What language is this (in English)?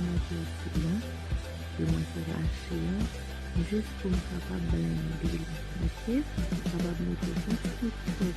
Haitian Creole